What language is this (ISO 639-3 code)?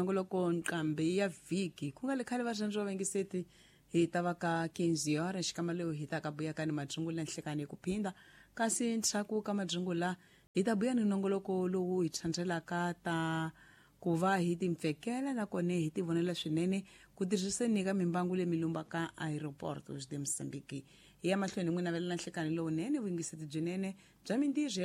tso